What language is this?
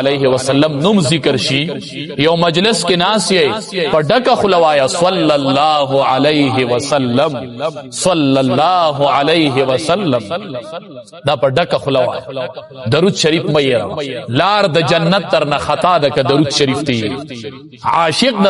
Pashto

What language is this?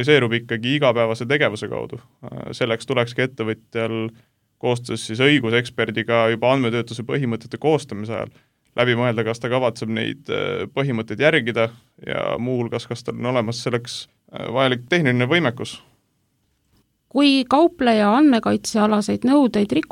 Estonian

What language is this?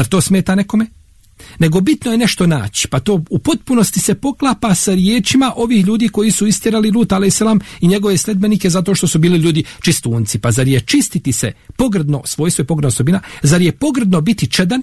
Bosnian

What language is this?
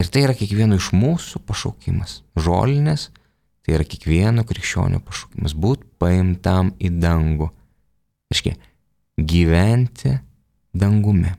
Lithuanian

